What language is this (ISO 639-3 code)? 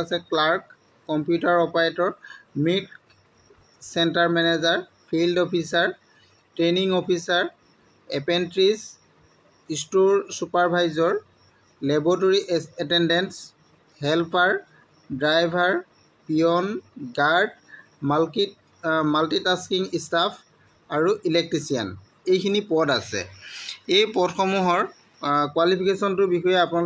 asm